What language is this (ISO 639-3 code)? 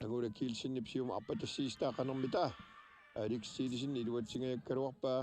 kal